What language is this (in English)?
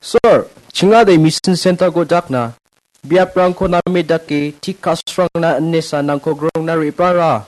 Garo